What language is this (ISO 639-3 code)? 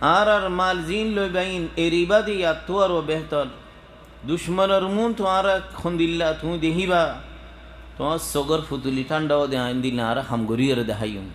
rhg